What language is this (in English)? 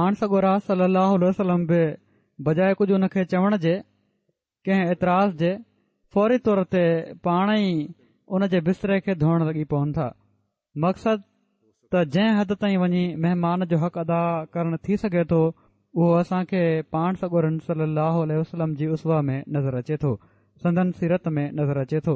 Sindhi